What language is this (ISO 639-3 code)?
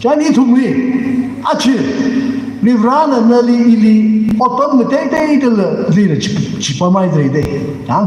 nmf